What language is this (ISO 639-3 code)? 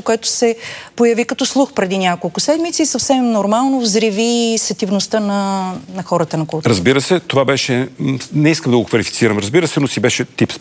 bul